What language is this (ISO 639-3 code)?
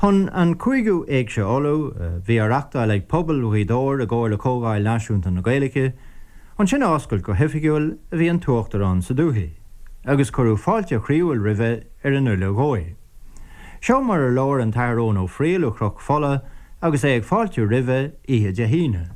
gle